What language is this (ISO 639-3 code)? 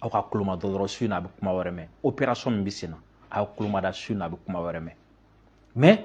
bam